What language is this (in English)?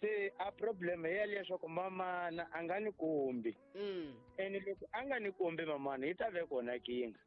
Tsonga